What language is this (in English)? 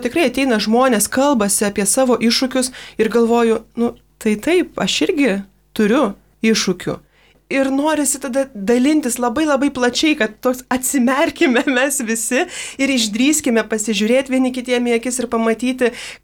Lithuanian